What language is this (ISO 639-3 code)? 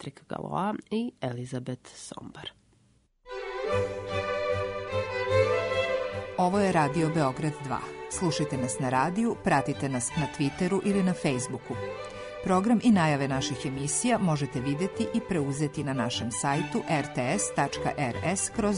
srp